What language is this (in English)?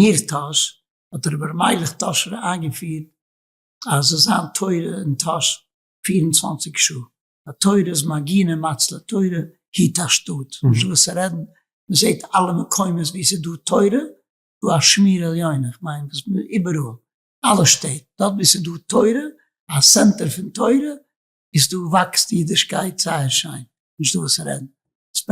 Yiddish